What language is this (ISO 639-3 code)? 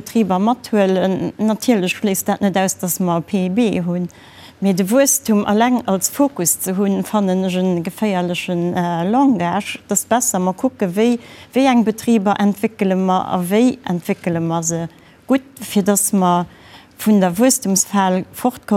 ltz